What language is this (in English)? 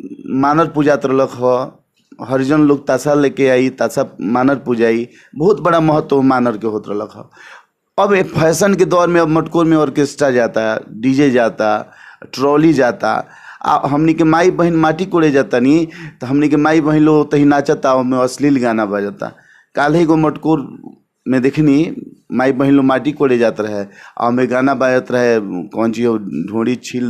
Bhojpuri